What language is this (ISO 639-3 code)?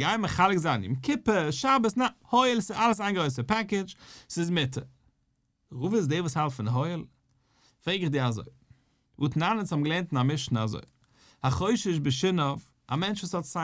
yid